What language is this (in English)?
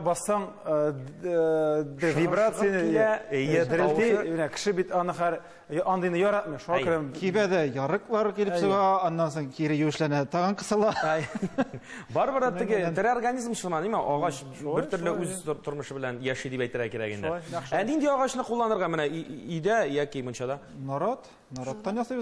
Tatar